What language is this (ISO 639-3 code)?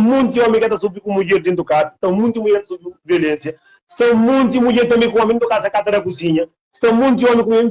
kea